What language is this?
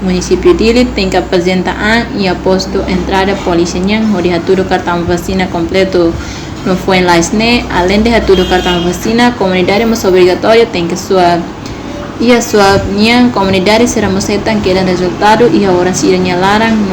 Tetum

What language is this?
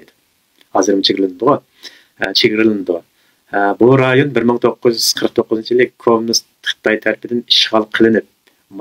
Uyghur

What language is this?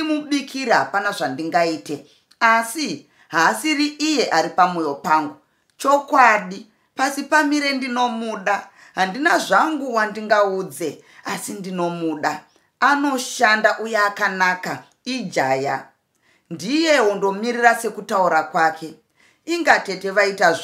Shona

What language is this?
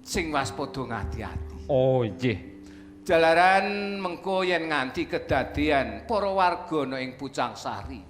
Javanese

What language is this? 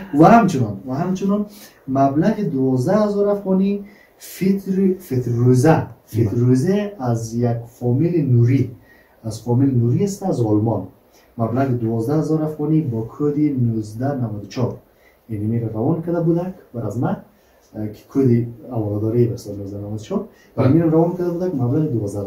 Persian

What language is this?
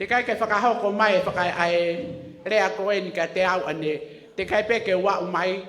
Tongan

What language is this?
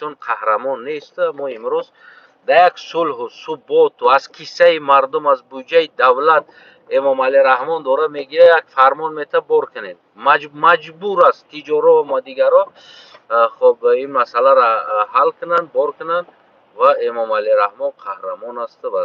Tajik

